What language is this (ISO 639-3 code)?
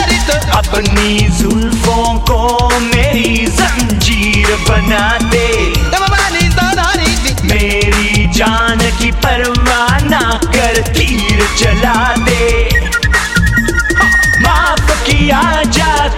hin